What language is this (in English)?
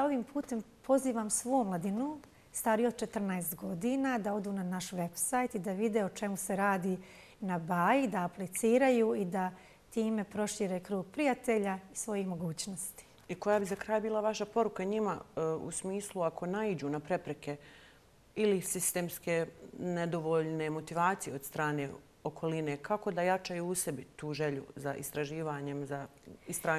Bosnian